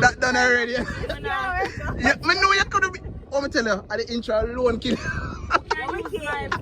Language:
Jamaican Creole English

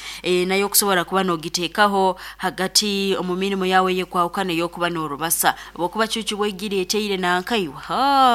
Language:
Nyoro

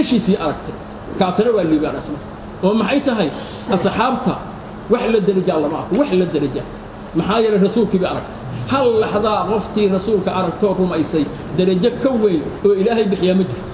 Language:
Somali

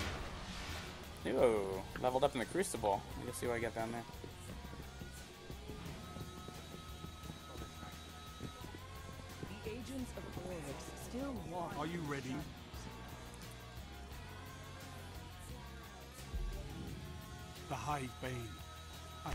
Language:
English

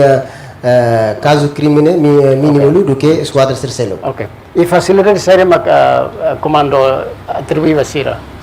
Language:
Tetum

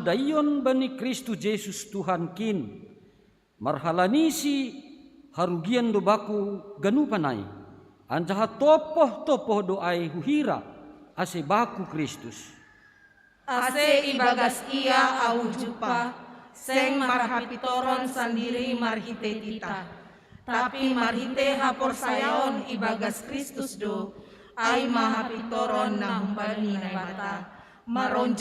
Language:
Batak Simalungun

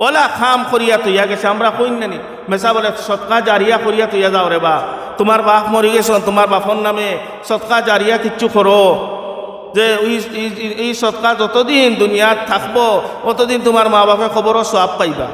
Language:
Sylheti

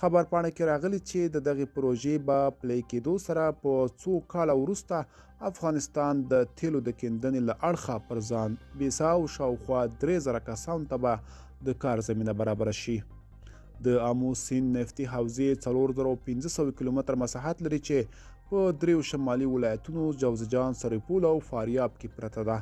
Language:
Pashto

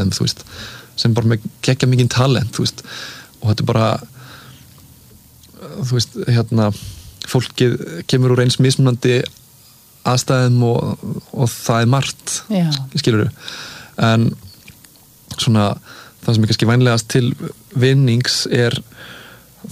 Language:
Icelandic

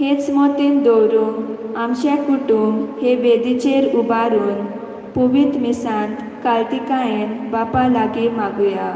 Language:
Konkani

